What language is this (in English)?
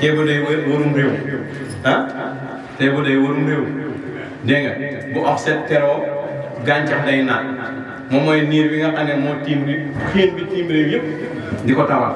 Wolof